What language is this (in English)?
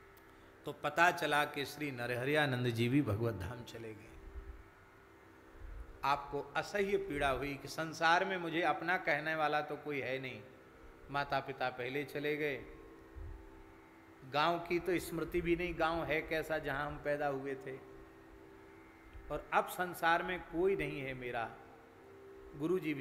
Hindi